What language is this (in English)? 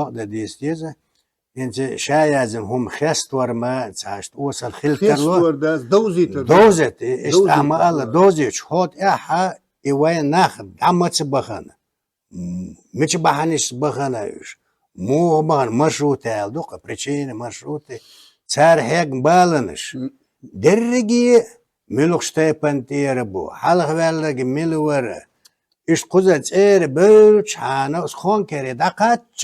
Chechen